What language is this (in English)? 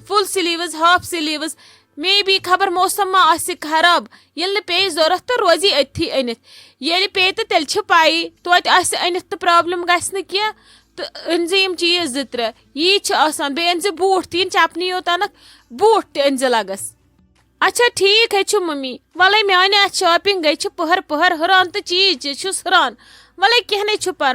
Kashmiri